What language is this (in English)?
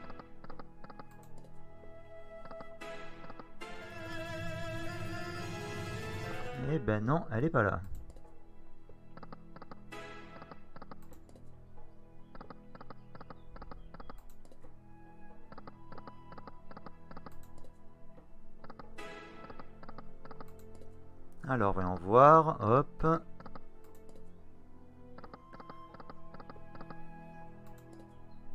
French